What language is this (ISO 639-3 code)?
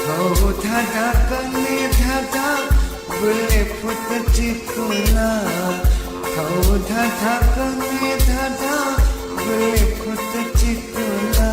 new